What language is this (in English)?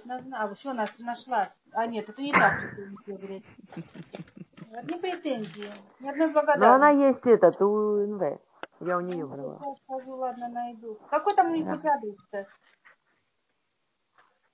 Russian